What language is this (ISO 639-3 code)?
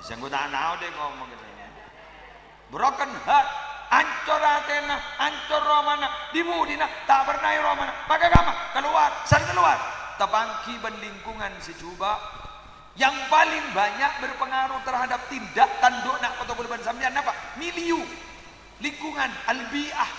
mad